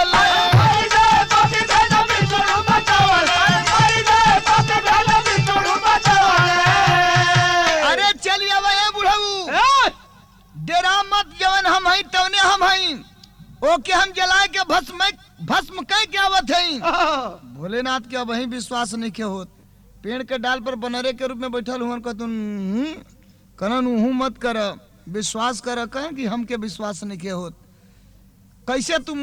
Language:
Bhojpuri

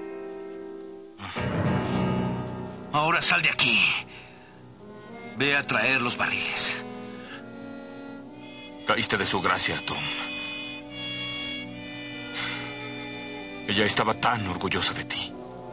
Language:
Spanish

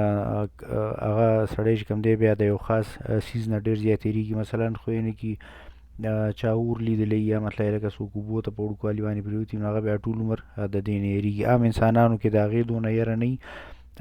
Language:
Pashto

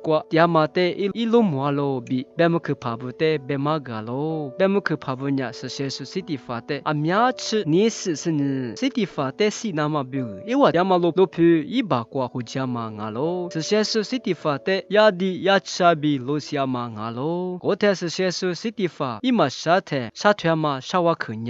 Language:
Lisu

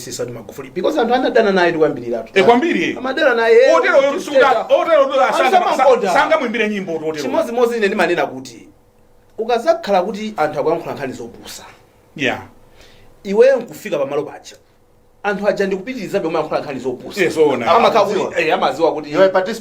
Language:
Nyanja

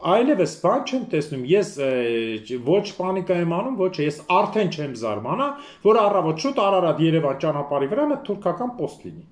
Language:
Armenian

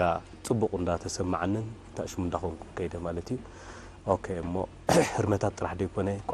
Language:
Tigrinya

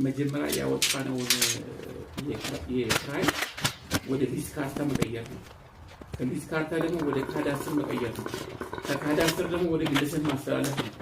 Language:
Amharic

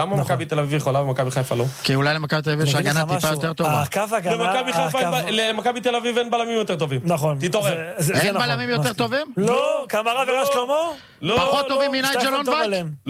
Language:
Hebrew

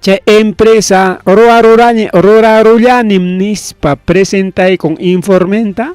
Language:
Ayacucho Quechua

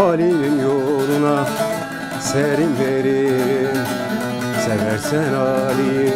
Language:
Zaza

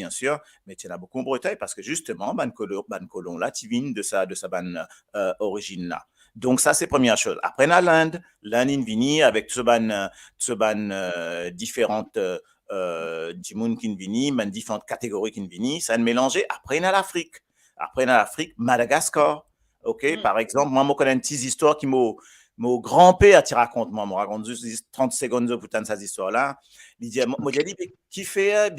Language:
Morisyen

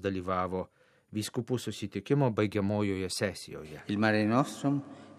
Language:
Lithuanian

